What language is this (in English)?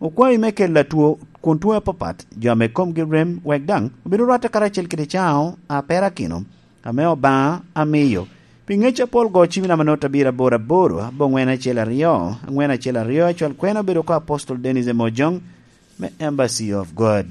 Lango (Uganda)